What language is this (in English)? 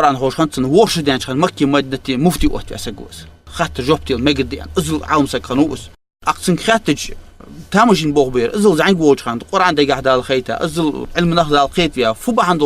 Ingush